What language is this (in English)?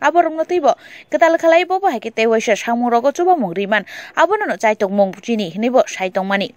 Kok Borok